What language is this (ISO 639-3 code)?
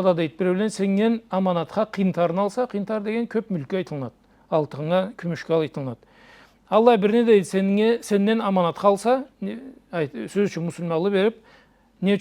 krc